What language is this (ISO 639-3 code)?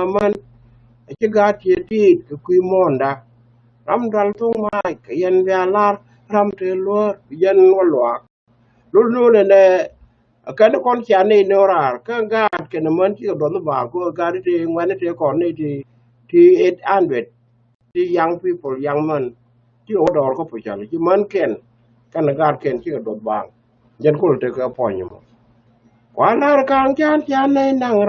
nus